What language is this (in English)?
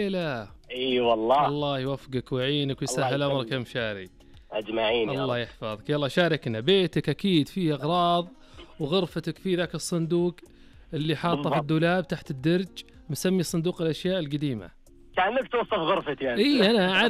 Najdi Arabic